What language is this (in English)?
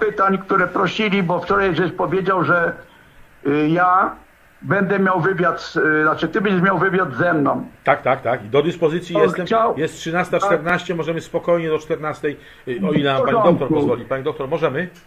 Polish